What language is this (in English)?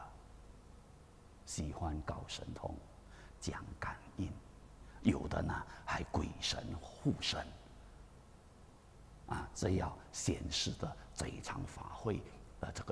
Chinese